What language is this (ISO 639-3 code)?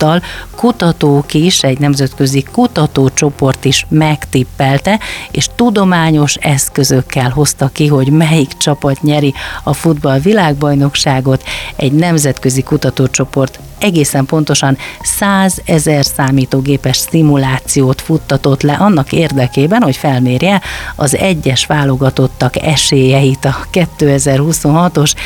hun